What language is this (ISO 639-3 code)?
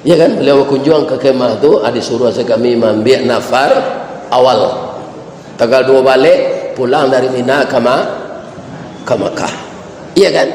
min